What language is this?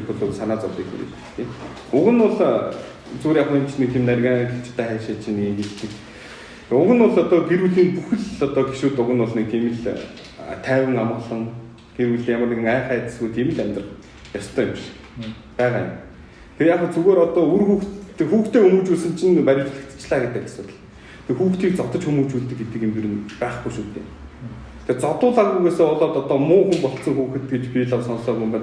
Mongolian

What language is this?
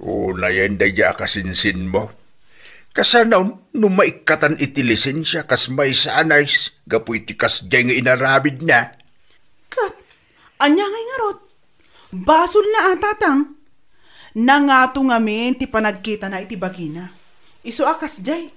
Iloko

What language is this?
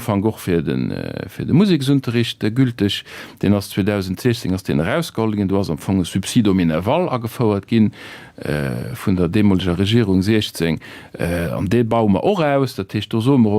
Luxembourgish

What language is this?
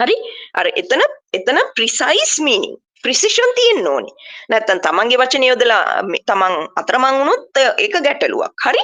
Sinhala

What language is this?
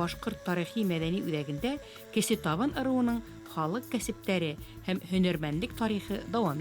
Bashkir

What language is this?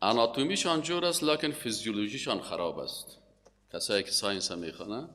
Persian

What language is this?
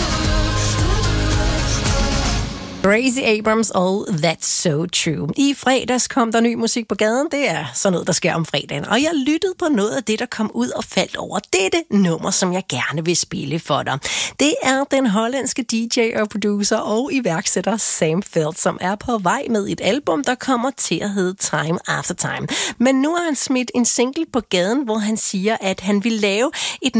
Danish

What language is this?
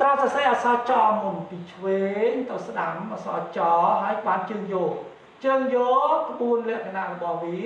Khmer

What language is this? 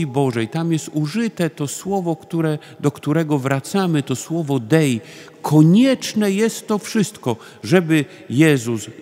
Polish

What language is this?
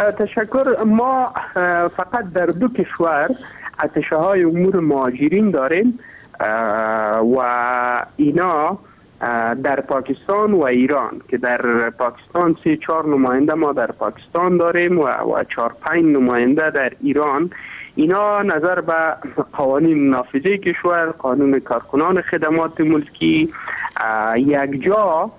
Persian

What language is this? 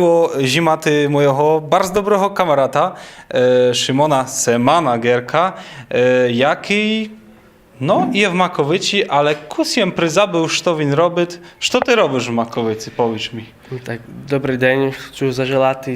Rusyn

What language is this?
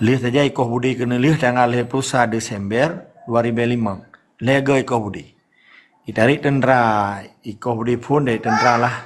Achinese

